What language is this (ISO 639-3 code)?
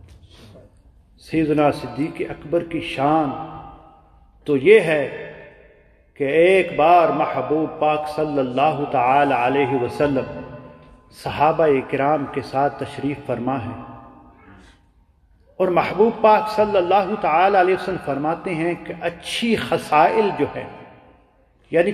urd